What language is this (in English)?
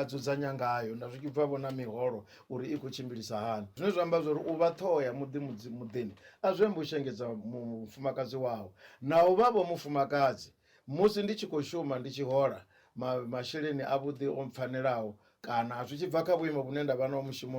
Venda